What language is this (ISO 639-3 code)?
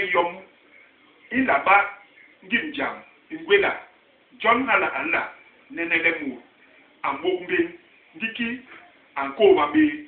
bas